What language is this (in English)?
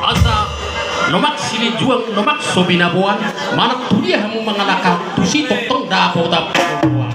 Batak Toba